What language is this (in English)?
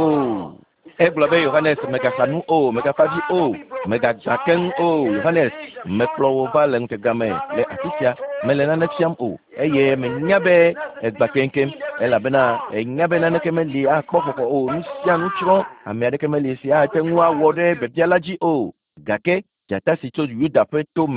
Ewe